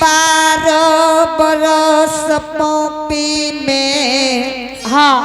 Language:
Angika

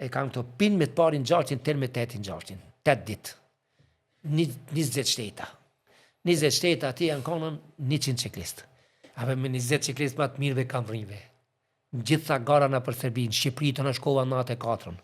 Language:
Albanian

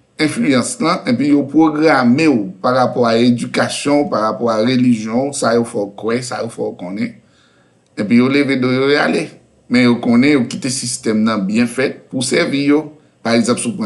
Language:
Haitian Creole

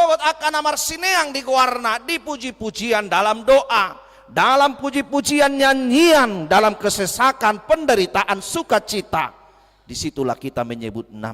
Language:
Batak Toba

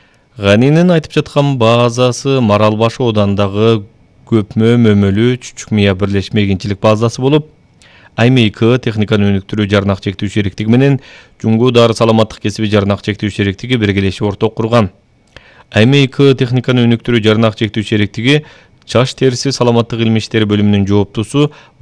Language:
Kyrgyz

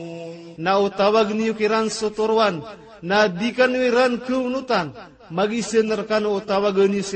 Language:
Maranao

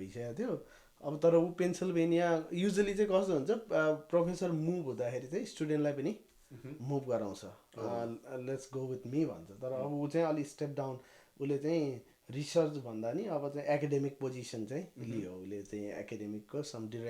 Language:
Nepali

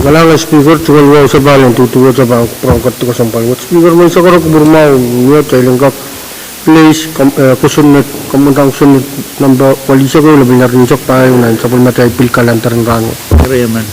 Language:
Pohnpeian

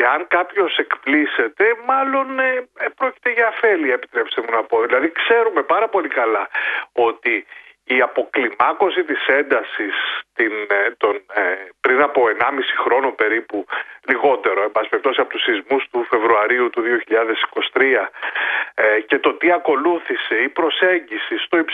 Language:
Greek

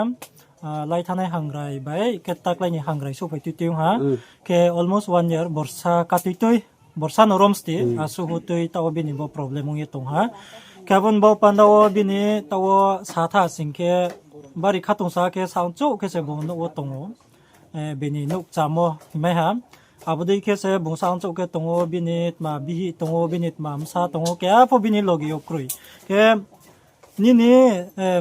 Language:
Riang (India)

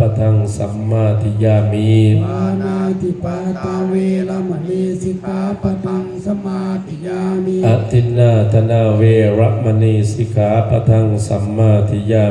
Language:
Pali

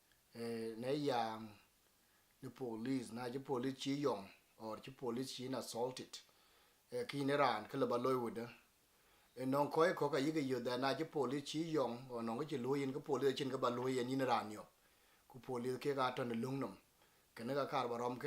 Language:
Dinka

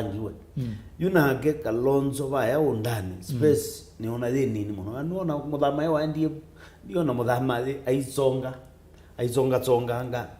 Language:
Kamba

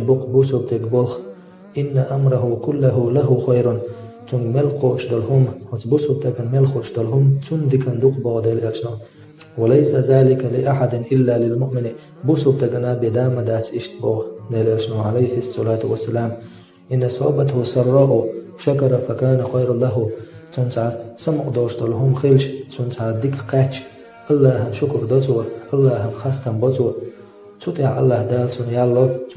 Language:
Chechen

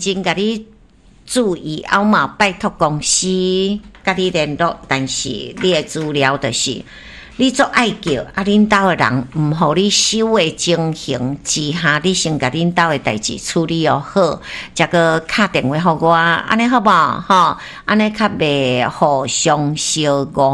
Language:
Min Nan Chinese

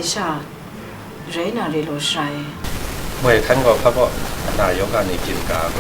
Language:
Kachin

